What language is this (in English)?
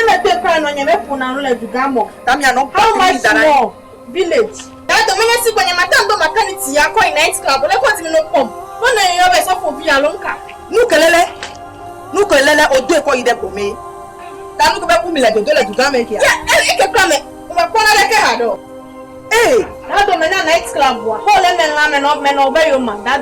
Ewe